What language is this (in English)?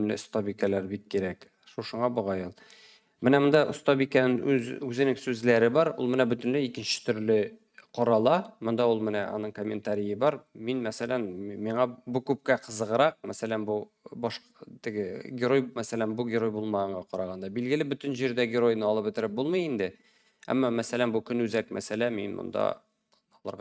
Tatar